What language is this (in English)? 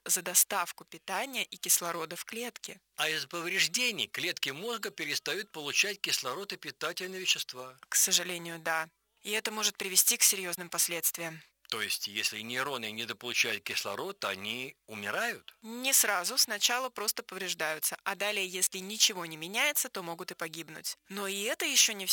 Russian